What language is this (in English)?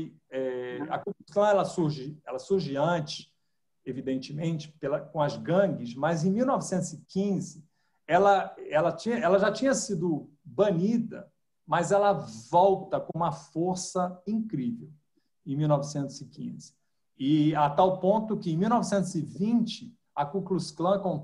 Portuguese